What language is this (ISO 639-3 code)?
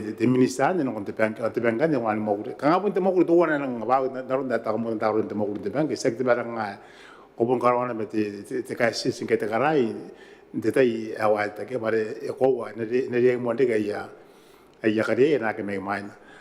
gil